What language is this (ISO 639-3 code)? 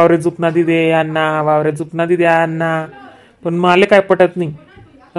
khn